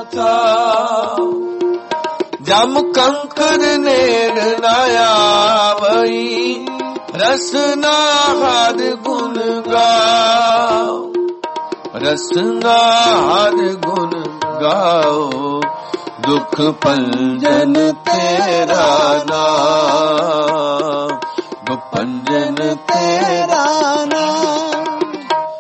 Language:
Punjabi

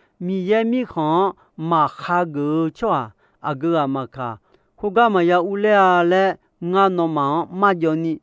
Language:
Akha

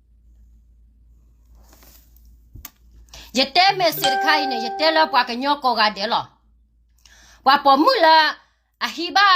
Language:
S'gaw Karen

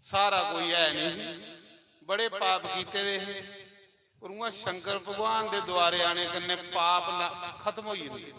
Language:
Dogri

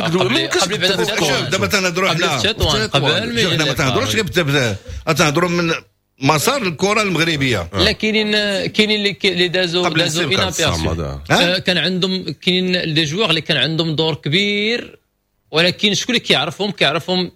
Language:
Moroccan Arabic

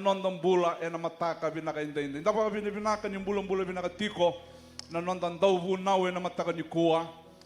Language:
Fijian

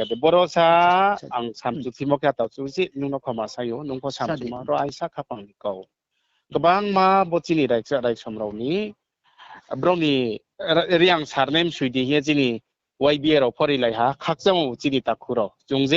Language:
Riang (India)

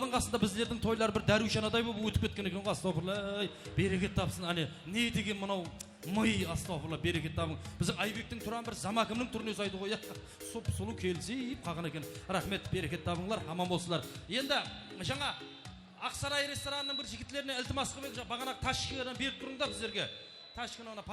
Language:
Kara-Kalpak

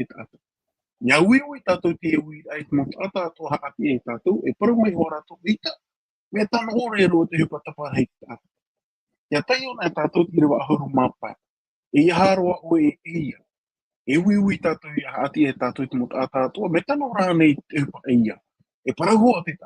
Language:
Tahitian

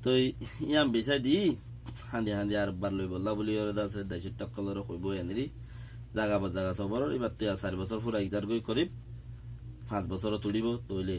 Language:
Rohingya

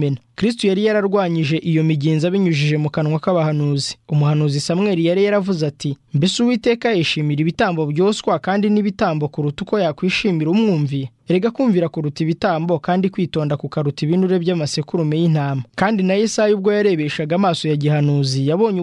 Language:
Kinyarwanda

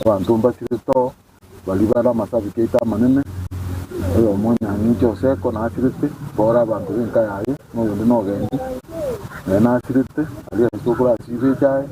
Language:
Gusii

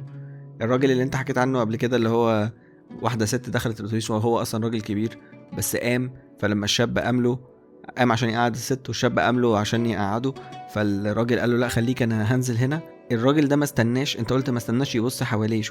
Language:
Egyptian Arabic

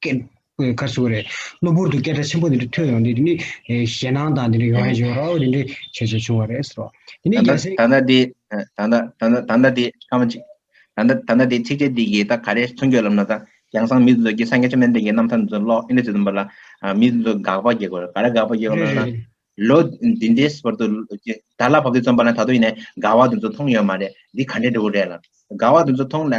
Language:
Tibetan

